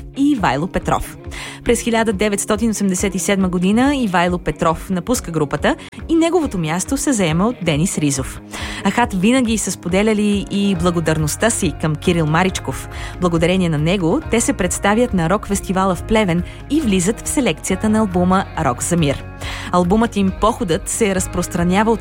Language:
Bulgarian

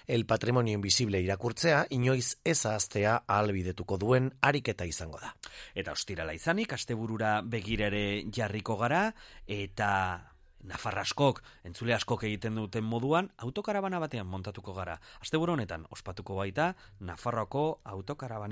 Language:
Basque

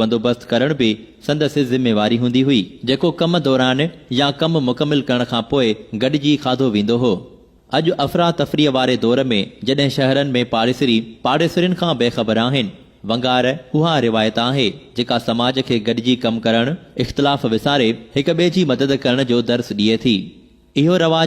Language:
Sindhi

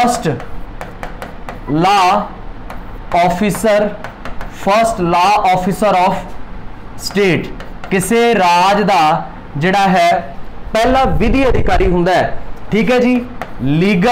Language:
Punjabi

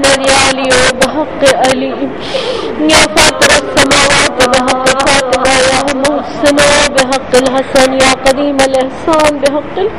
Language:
Urdu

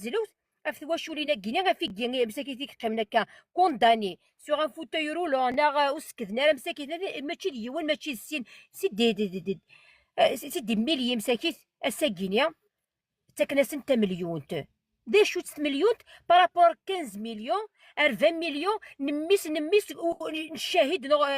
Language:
Kabyle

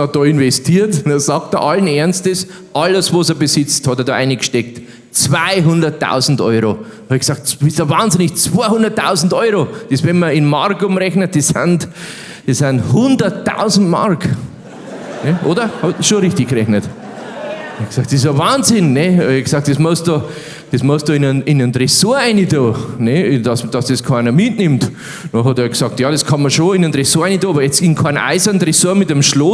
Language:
Bavarian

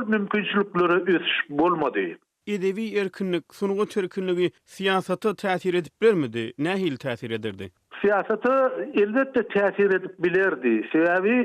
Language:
Turkmen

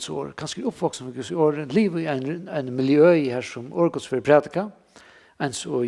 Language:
Faroese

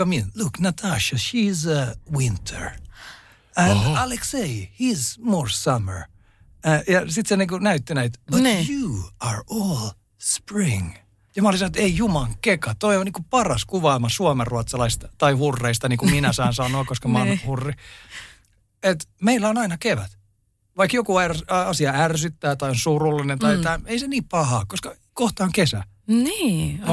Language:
Finnish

